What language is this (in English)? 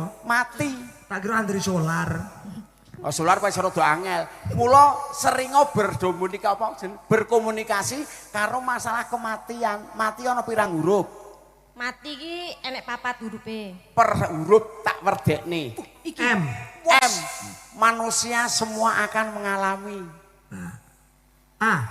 Javanese